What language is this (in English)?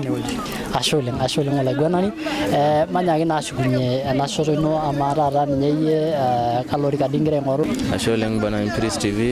Masai